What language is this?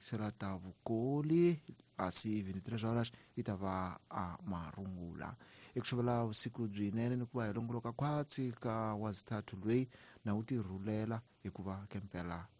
Tsonga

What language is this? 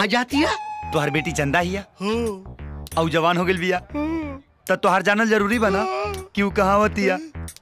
Bhojpuri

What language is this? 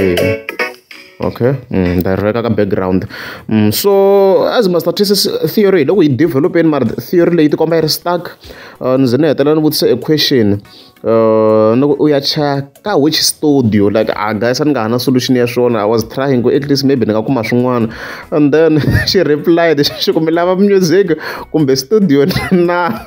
Tsonga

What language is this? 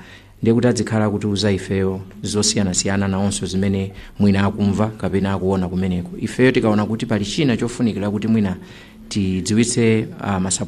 Nyanja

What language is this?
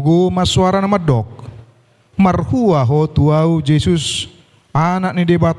Batak Toba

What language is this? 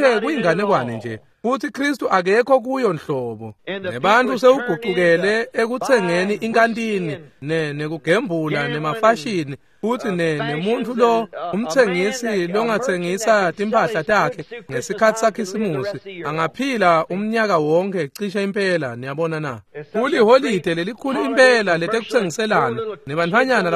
Swati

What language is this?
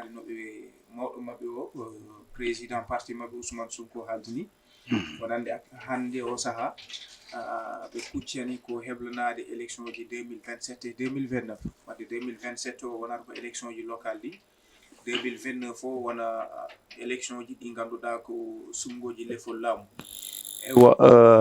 Fula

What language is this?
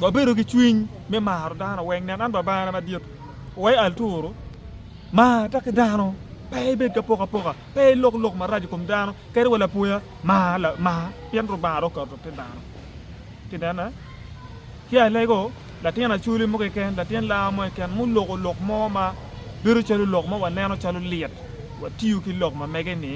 Acoli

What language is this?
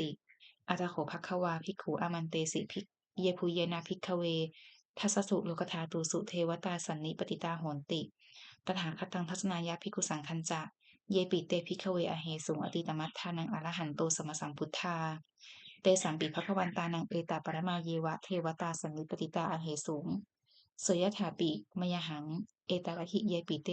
Pali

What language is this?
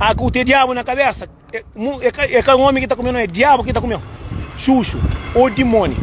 Kabuverdianu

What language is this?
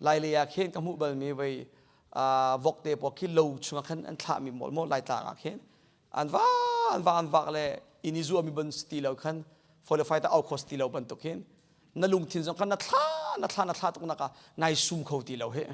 Hakha Chin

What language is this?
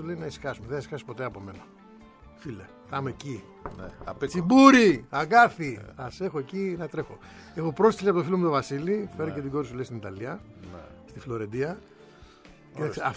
Greek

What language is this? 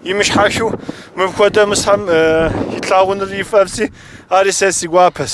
Kabardian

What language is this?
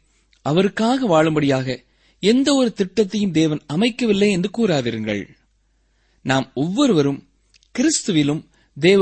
Tamil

